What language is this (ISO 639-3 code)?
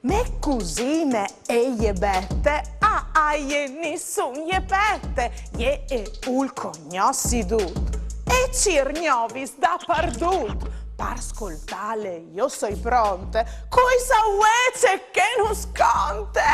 fur